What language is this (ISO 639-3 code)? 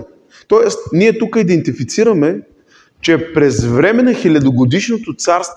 bul